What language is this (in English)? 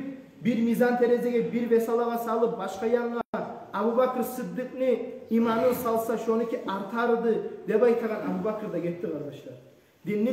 Kumyk